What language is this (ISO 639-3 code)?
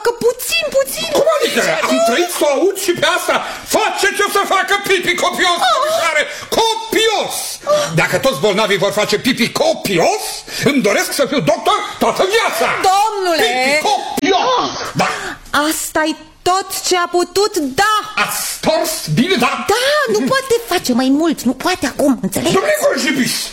ron